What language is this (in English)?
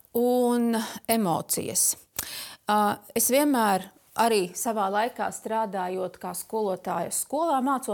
Latvian